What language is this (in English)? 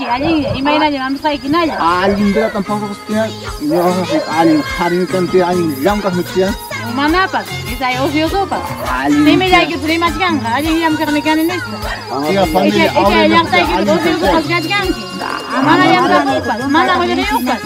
Ayacucho Quechua